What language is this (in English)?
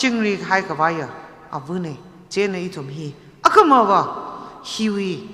Tangkhul Naga (India)